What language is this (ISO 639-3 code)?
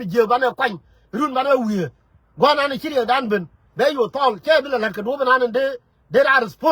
nus